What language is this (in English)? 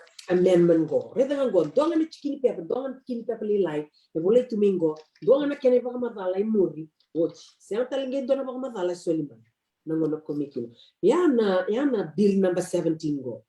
Fijian